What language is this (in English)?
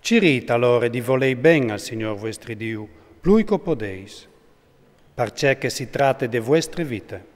Friulian